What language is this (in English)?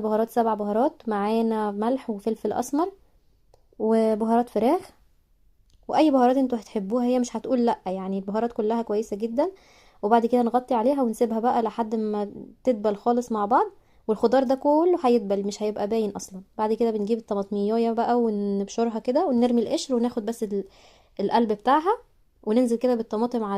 Egyptian Arabic